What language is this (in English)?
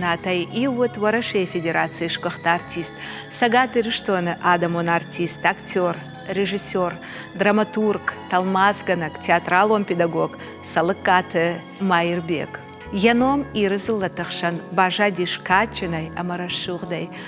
Ossetic